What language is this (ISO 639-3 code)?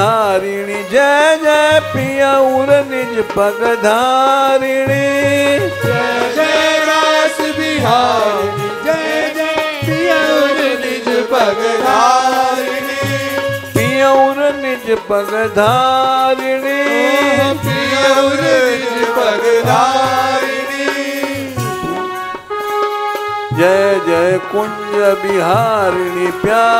hin